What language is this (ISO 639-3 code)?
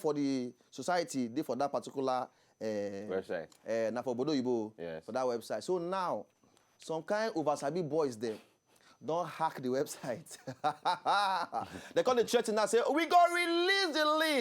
pcm